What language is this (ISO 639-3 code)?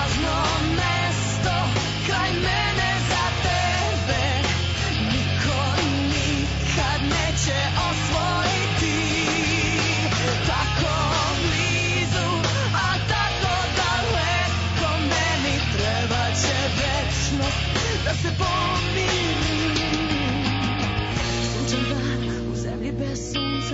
srp